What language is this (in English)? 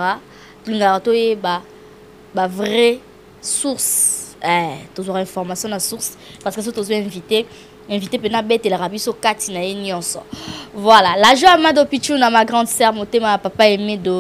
Lingala